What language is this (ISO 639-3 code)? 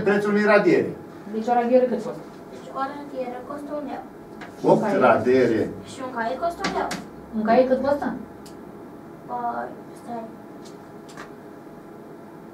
ron